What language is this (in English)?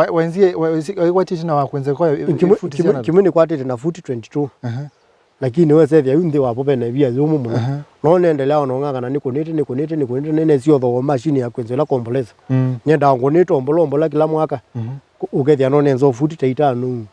Kamba